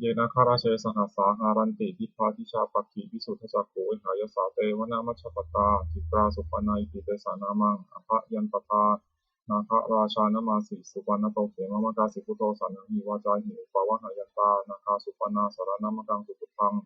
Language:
Pali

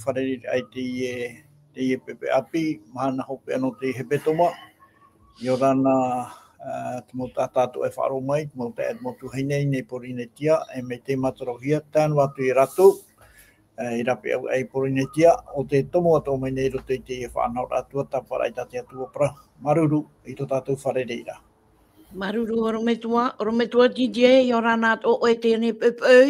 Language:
Tahitian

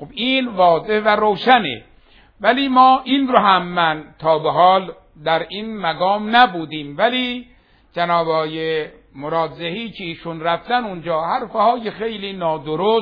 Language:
Persian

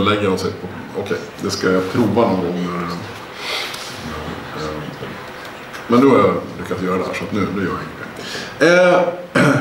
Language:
Swedish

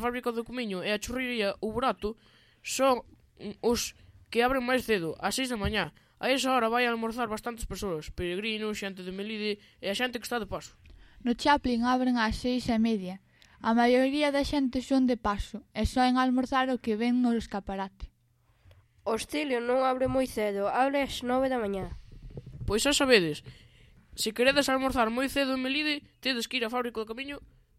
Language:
Galician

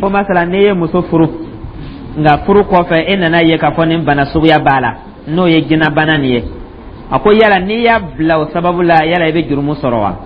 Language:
Dyula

